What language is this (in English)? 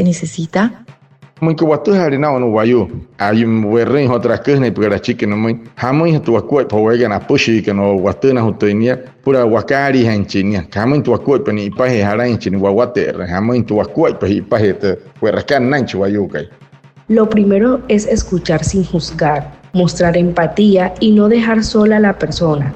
Wayuu